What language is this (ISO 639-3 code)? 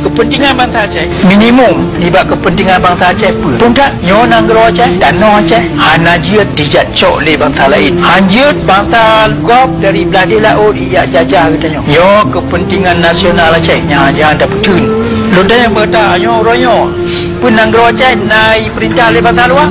ace